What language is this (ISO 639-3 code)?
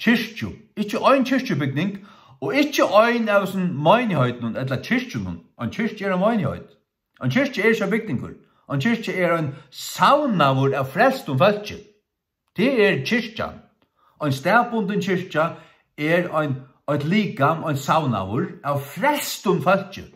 fao